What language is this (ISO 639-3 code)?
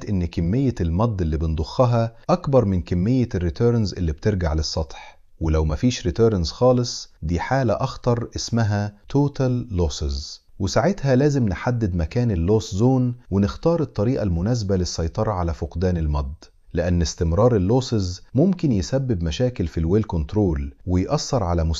arz